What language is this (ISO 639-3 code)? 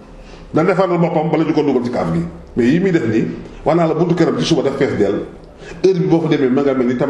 wol